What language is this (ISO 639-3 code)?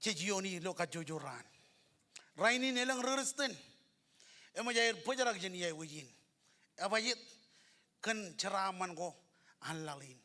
mah